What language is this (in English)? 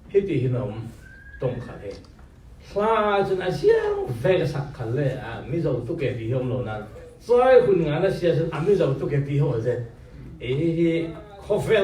Falam Chin